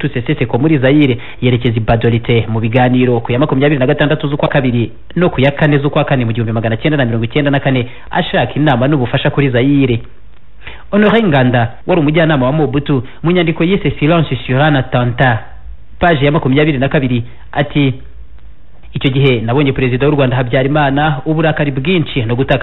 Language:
Kinyarwanda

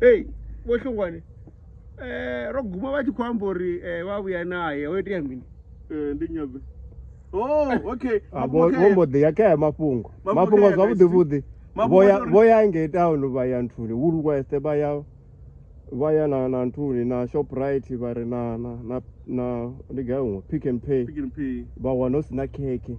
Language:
Venda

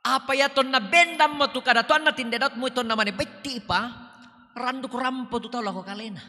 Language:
Toraja-Sa'dan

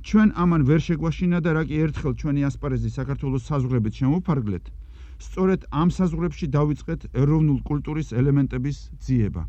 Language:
Georgian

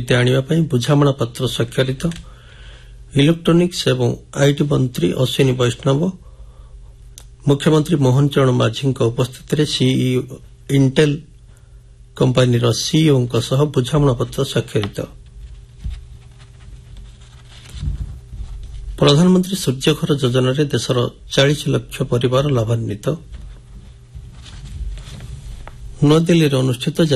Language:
Odia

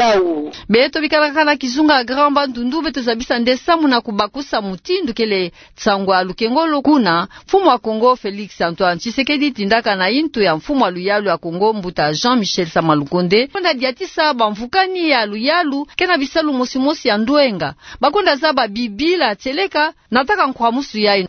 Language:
Kituba (Democratic Republic of Congo)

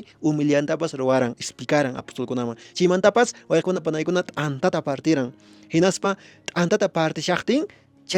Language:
Quechua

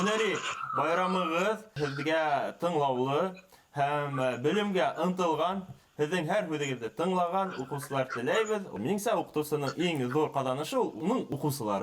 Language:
Bashkir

